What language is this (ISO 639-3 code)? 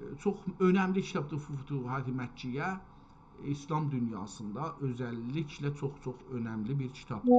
azb